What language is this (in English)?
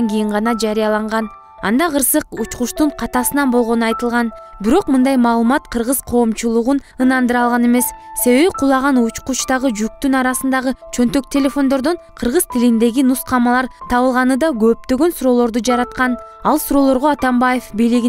Kyrgyz